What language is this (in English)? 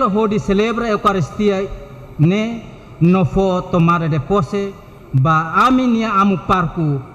Tetum